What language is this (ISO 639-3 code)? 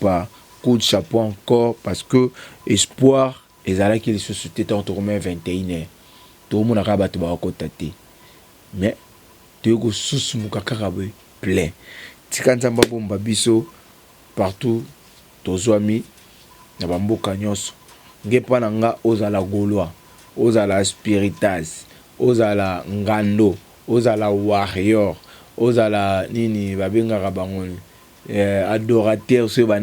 lin